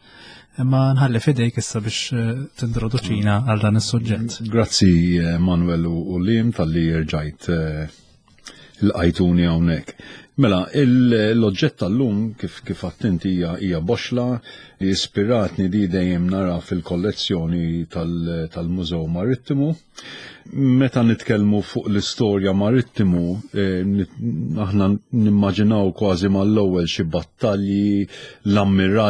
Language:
Maltese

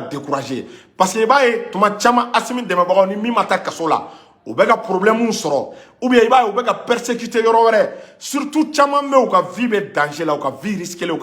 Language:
Bambara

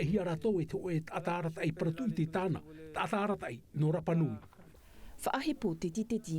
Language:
Tahitian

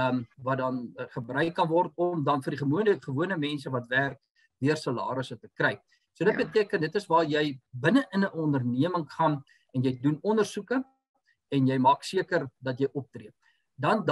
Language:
Afrikaans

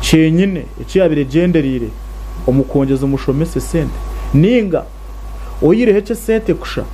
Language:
Nyankole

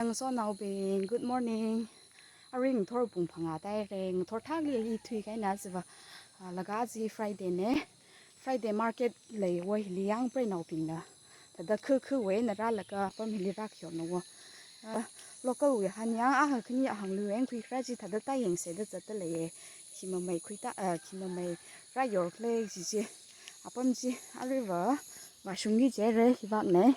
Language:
Tangkhul Naga (India)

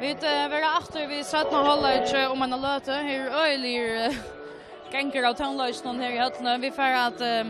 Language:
Faroese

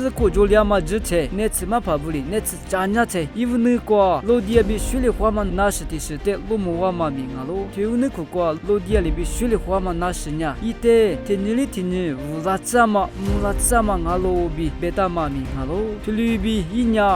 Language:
Lisu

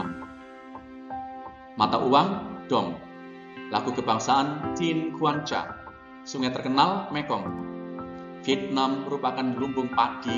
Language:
Indonesian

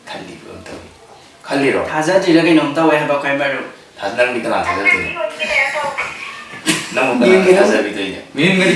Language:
Manipuri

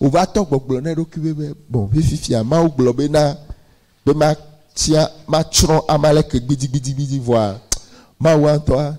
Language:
Ewe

